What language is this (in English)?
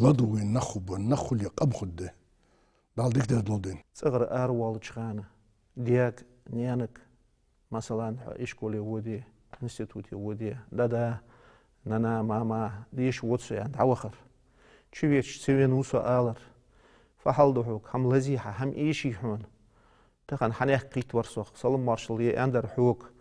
Ingush